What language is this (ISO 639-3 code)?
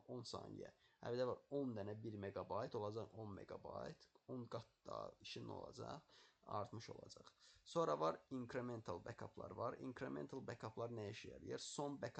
aze